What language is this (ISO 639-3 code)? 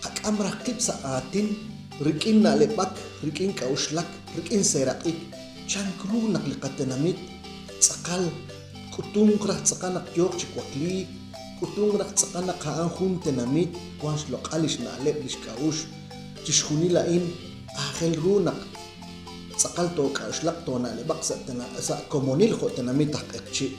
kek